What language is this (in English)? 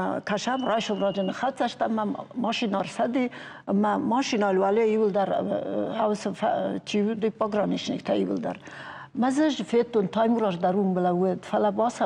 Ossetic